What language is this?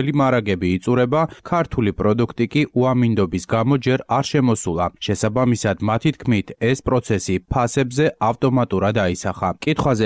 Georgian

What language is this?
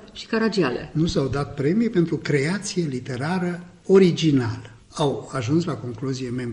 Romanian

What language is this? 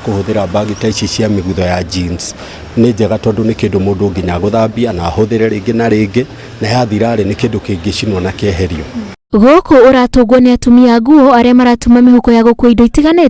Kikuyu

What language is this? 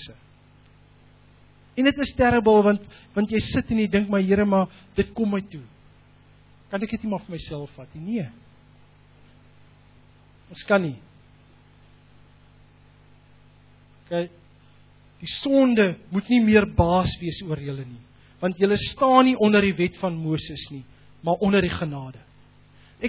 Afrikaans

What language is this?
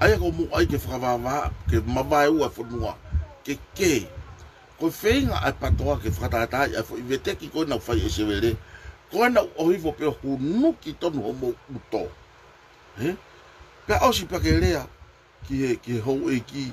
Tongan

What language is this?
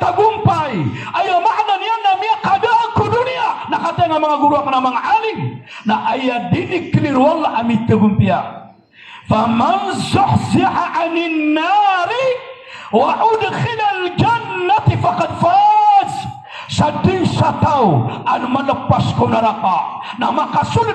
Maranao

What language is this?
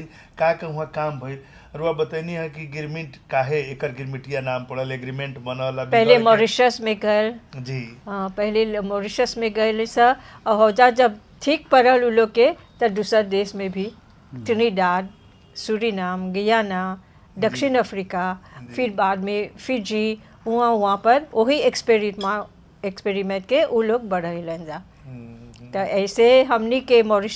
Bhojpuri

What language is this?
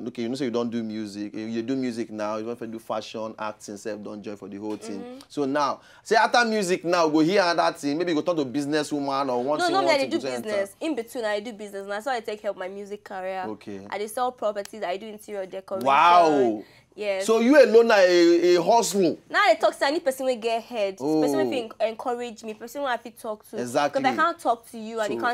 Nigerian Pidgin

